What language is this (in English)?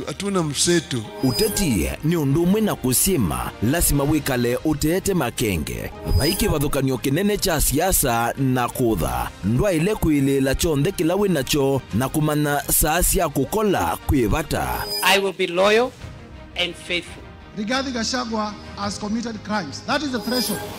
Kamba